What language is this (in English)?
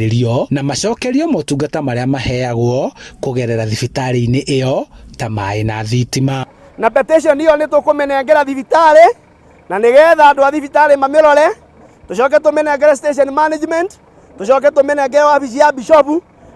Kikuyu